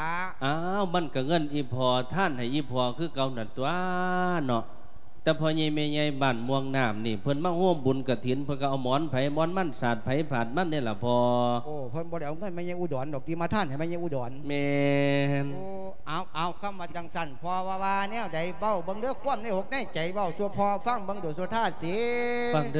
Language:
Lao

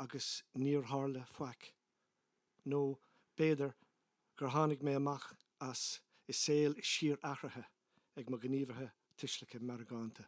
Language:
Irish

